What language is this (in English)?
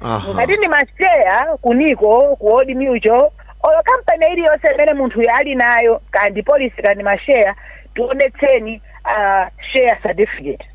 Nyanja